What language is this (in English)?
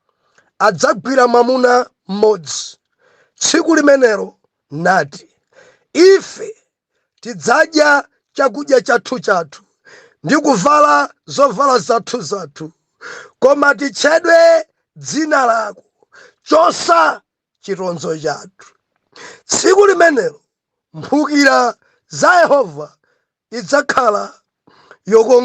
Nyanja